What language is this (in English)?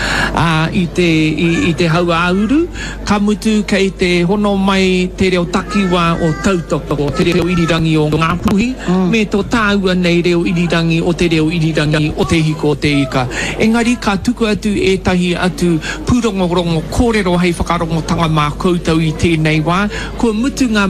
Māori